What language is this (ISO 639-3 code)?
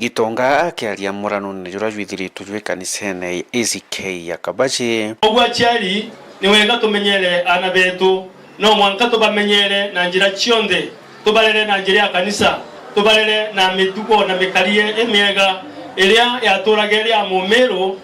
mer